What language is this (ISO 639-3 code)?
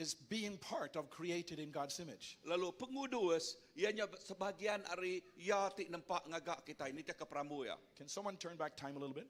iba